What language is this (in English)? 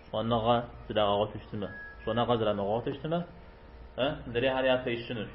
Kabardian